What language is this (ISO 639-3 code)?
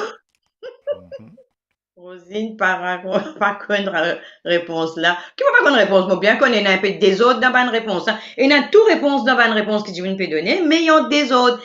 mfe